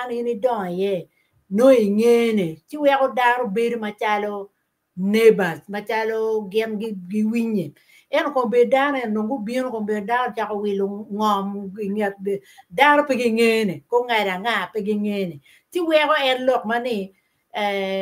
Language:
Acoli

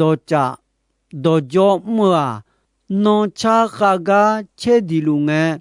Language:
Akha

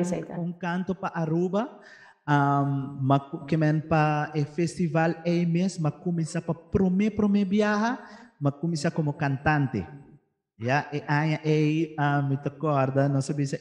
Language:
Papiamento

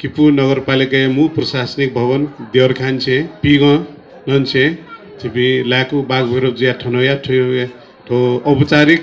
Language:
Newari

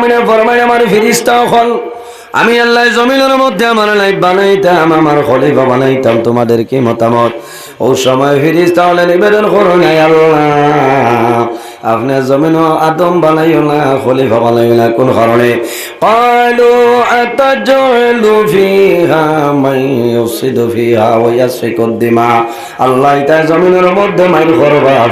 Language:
Sylheti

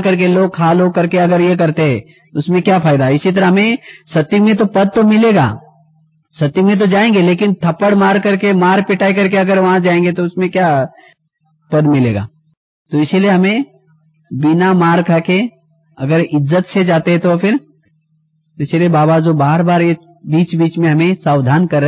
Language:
Hindi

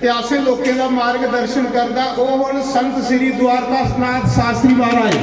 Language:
Dogri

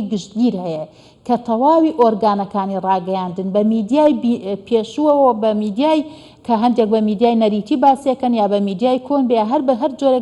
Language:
Central Kurdish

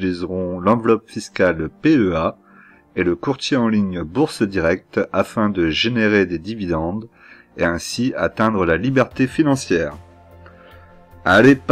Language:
French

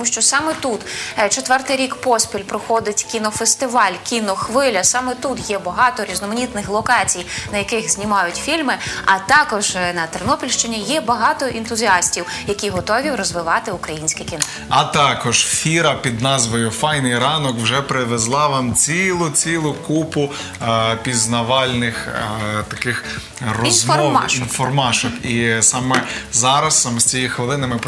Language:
Ukrainian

